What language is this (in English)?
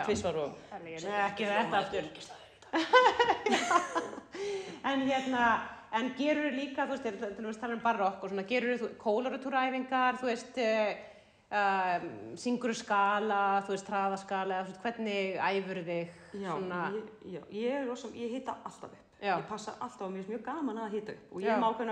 Icelandic